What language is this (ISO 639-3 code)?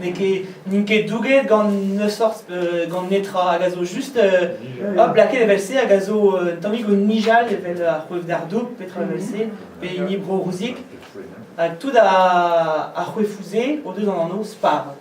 bre